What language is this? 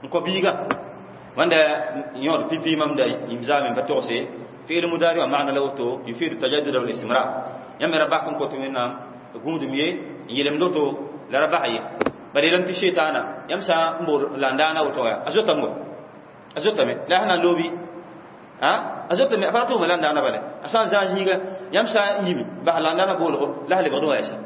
Mossi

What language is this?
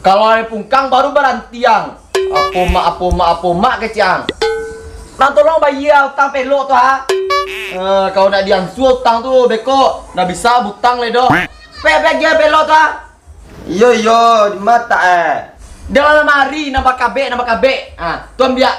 Minangkabau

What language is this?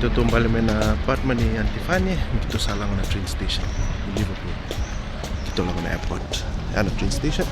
Fijian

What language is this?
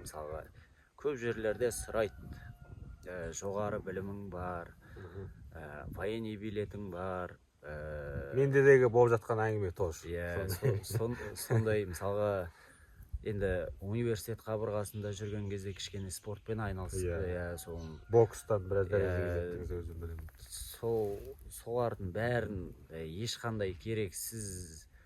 Kazakh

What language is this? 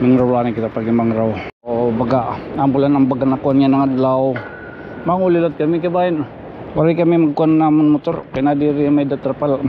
Waray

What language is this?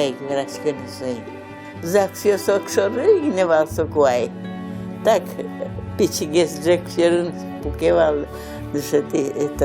Udmurt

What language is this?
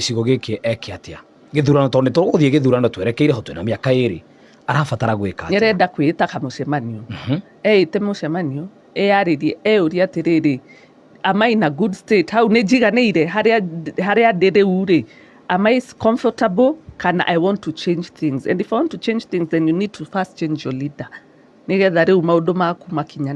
Kikuyu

